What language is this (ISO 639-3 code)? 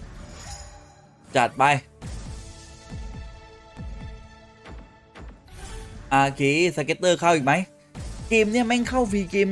tha